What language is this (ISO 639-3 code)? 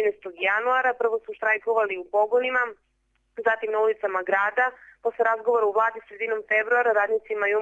srp